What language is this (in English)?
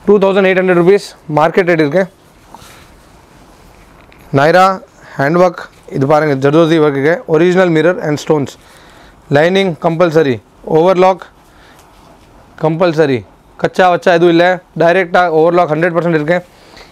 Tamil